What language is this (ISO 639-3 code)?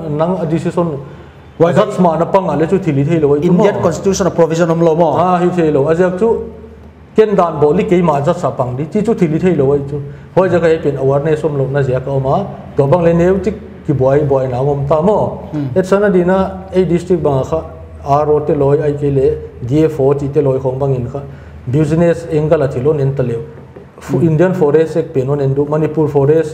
pck